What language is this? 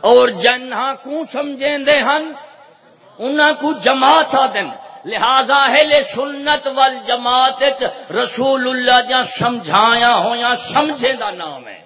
Saraiki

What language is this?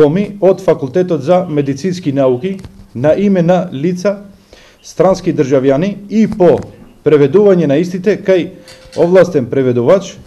Macedonian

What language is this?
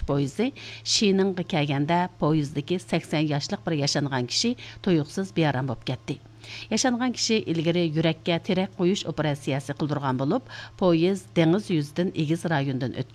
Uyghur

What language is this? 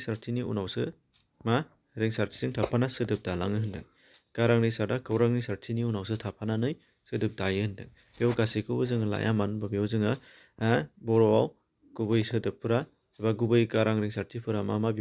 Bodo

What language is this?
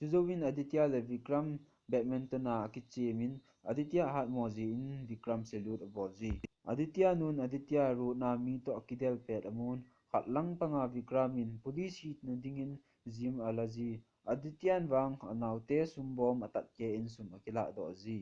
Thado Chin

